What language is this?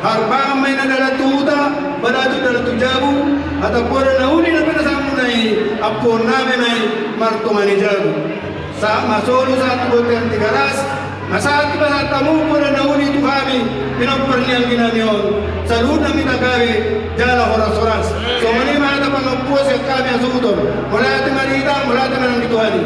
Batak Toba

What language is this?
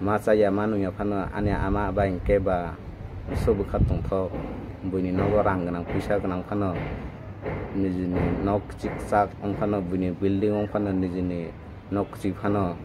Kok Borok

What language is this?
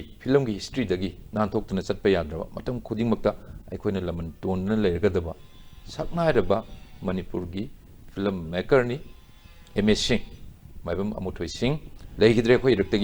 Manipuri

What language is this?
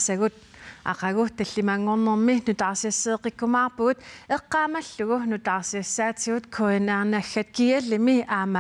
Kalaallisut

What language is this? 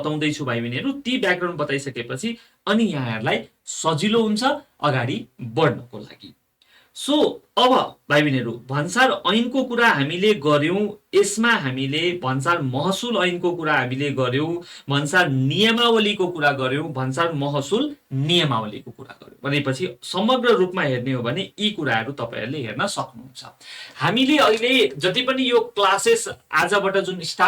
Nepali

